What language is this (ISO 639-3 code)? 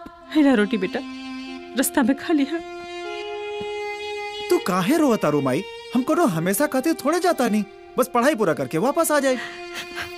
bho